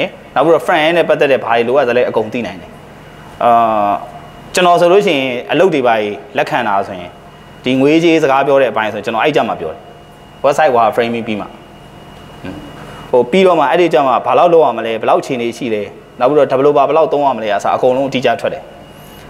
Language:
Burmese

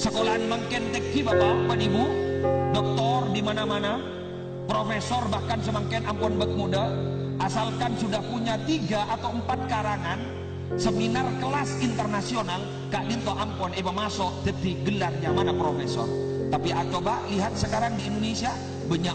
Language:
Madurese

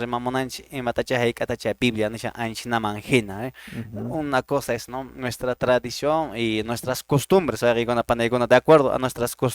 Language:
Quechua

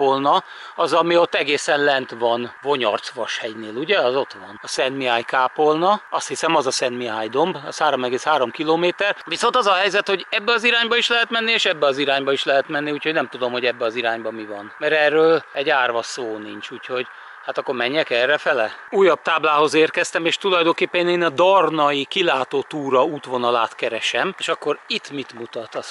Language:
Hungarian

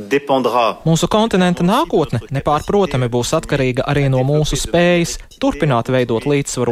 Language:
Latvian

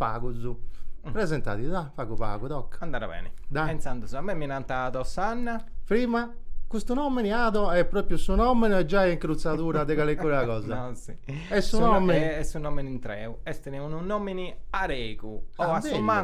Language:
Sardinian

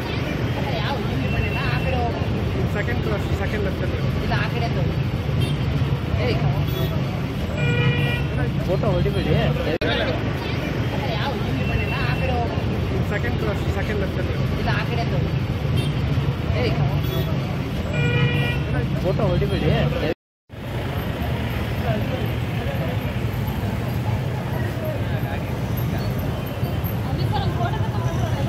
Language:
Kannada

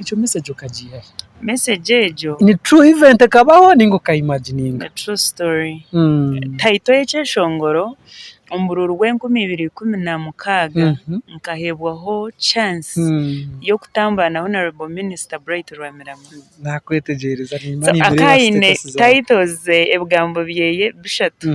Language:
Nyankole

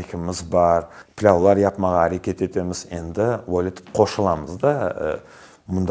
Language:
Crimean Tatar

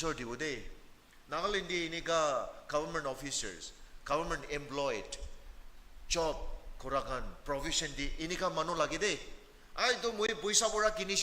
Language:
Naga Pidgin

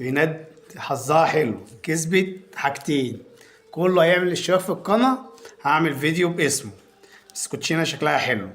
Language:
Egyptian Arabic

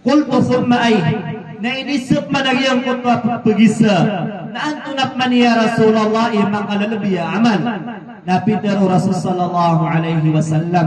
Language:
Maranao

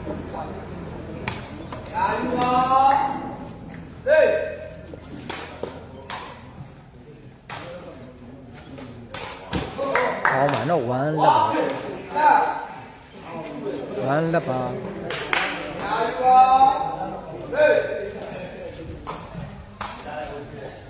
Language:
Burmese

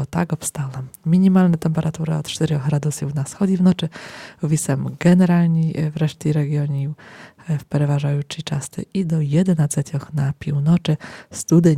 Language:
Rusyn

